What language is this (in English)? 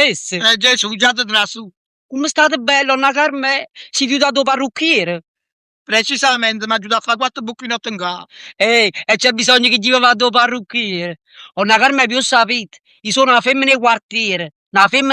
Neapolitan